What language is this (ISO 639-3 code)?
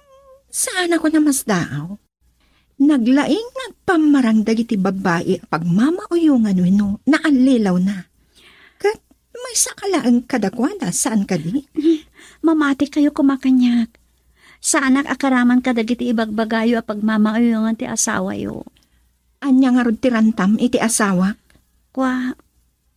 ilo